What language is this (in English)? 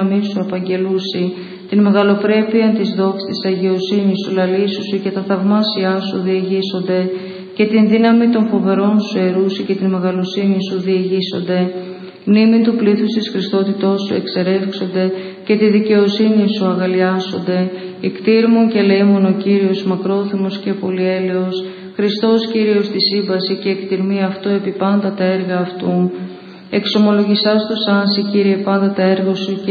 Greek